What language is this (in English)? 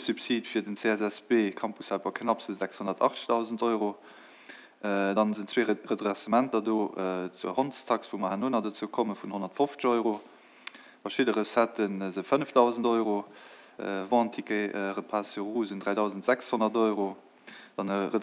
Luxembourgish